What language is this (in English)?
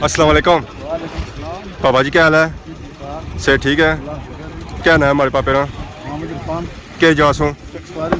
Pahari-Potwari